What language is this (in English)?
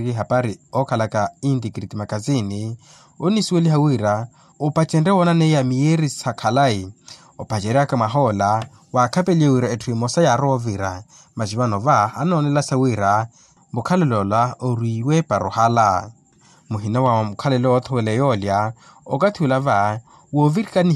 Makhuwa